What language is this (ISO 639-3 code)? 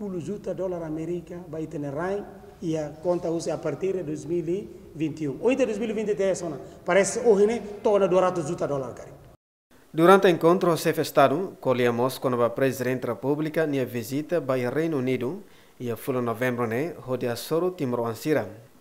tet